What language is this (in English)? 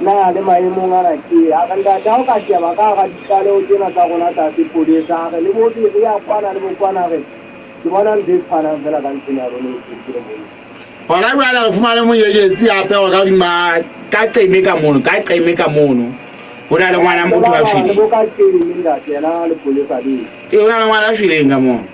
Southern Sotho